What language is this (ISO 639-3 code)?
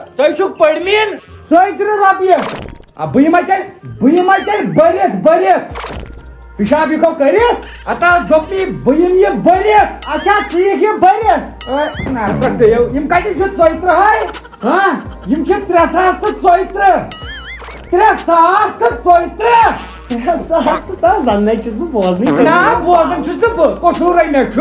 kas